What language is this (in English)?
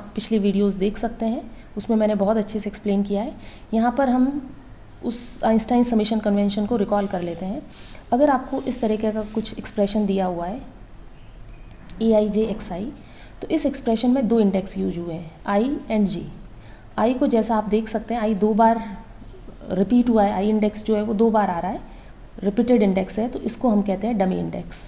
Hindi